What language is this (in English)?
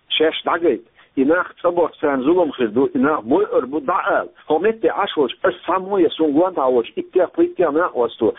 Chechen